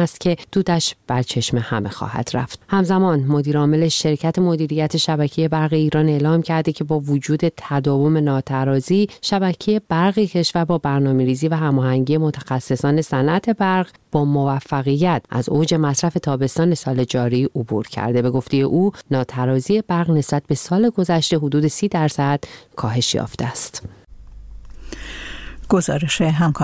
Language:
Persian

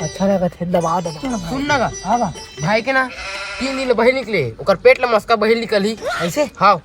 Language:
Chhattisgarhi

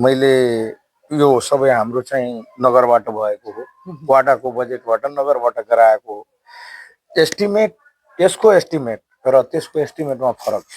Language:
Nepali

